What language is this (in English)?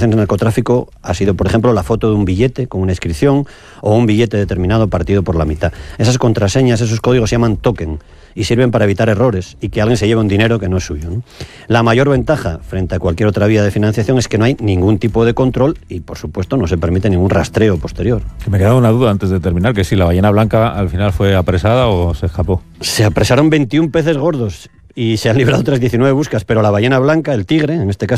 Spanish